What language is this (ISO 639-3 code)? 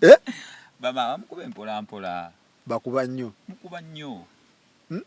lug